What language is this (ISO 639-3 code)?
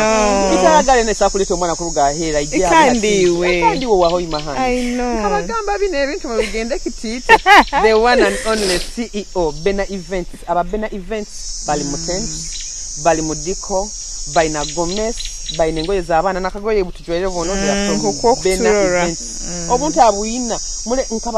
nyo